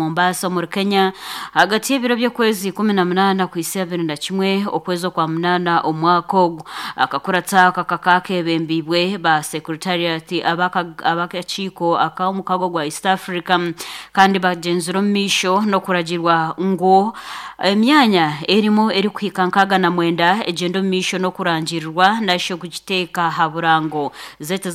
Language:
Nyankole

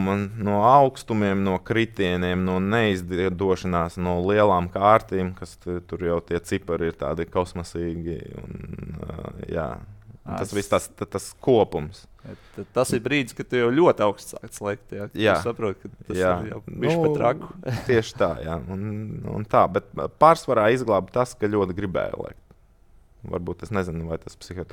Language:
Latvian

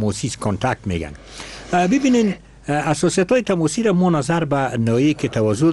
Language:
Persian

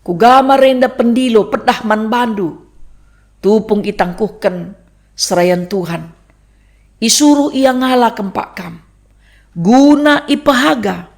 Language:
Batak Karo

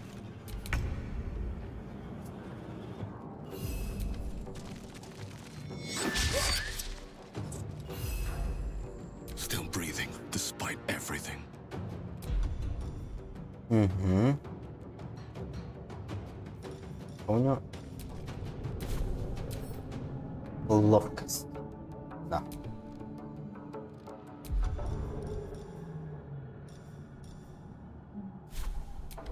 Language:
Russian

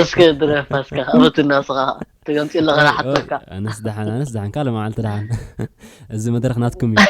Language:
Tigrinya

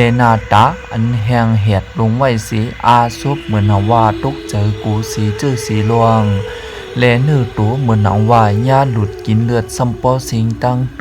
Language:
Shan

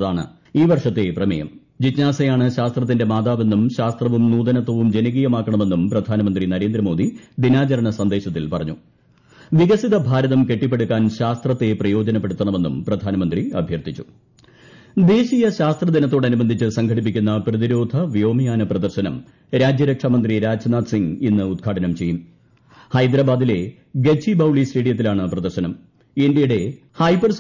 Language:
Malayalam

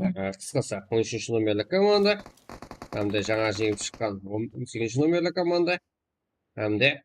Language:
Kara-Kalpak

